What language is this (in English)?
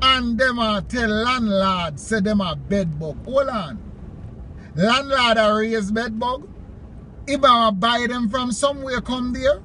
Jamaican Creole English